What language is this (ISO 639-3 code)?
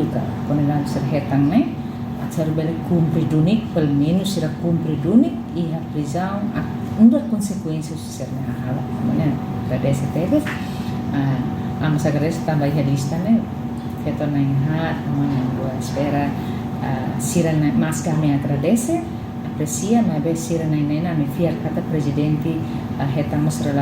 tet